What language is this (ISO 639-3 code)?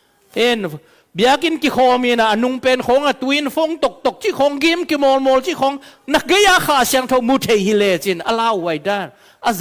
ctd